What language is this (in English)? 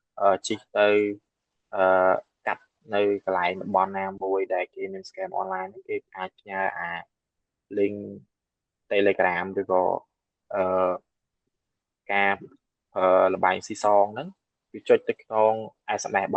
Khmer